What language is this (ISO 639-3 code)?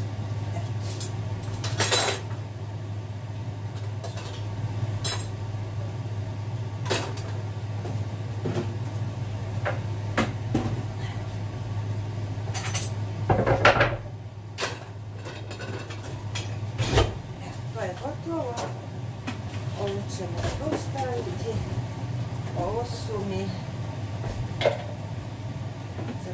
hrv